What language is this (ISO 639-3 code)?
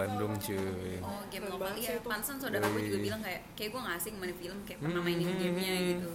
ind